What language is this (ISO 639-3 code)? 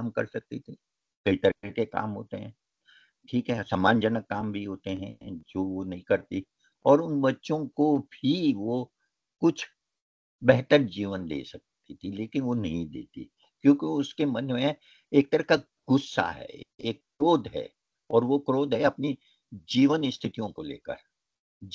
hin